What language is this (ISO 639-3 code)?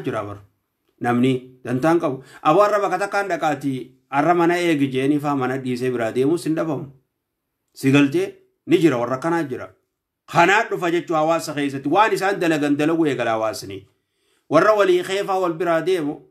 orm